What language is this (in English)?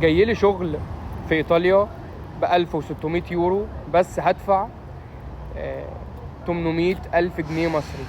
Egyptian Arabic